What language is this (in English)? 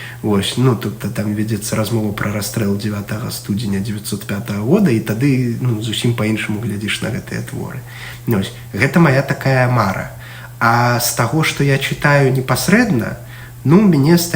Belarusian